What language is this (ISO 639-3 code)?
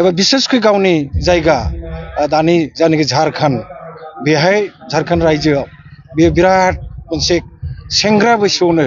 brx